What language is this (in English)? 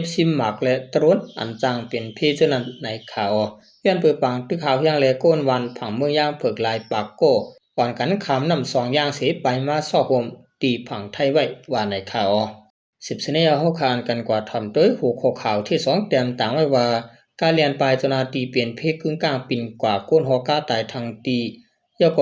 Shan